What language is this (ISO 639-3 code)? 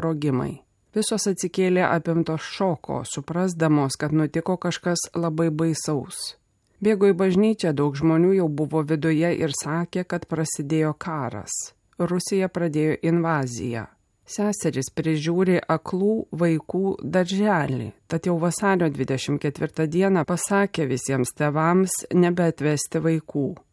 lit